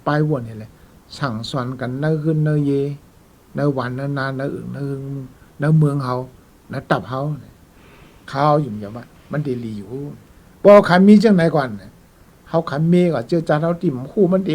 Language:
Shan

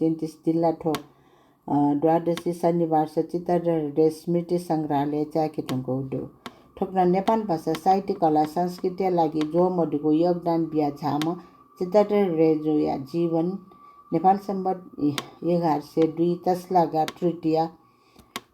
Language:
Newari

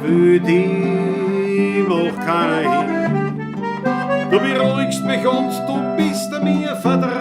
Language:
Bavarian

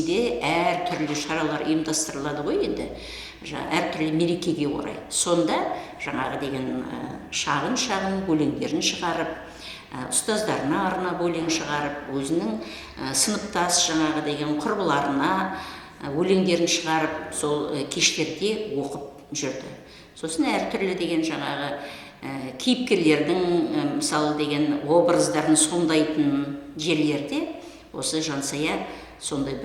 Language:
Kazakh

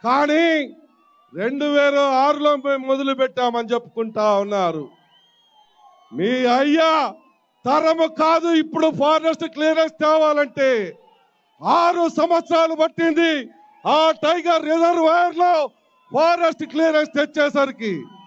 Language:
Telugu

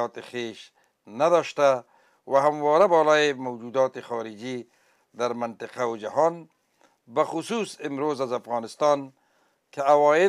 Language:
Persian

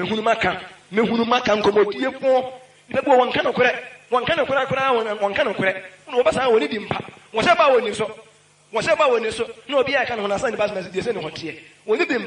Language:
Akan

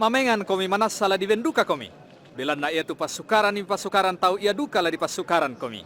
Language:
Toraja-Sa'dan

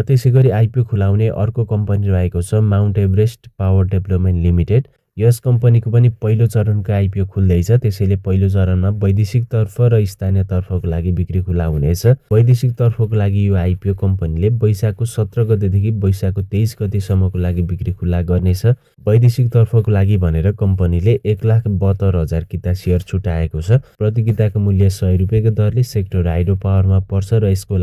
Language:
Nepali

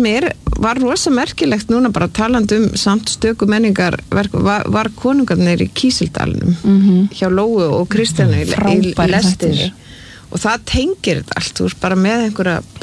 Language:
Icelandic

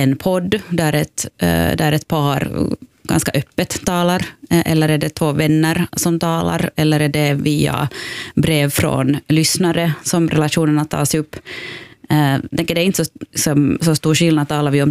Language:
Swedish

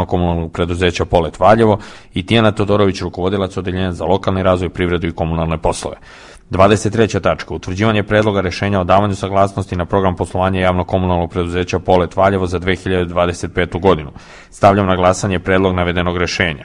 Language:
Serbian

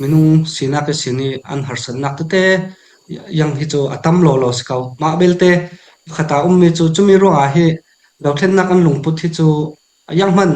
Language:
Falam Chin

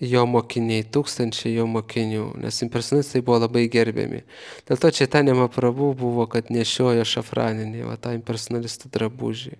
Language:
Lithuanian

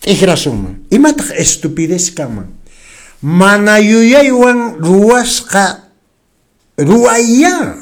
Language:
Quechua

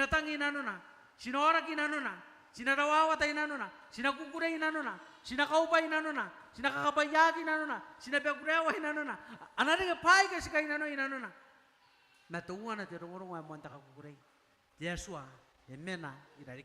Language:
Gilbertese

